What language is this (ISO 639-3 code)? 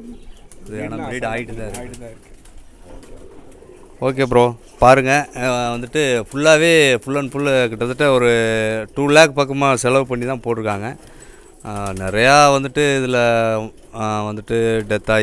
tam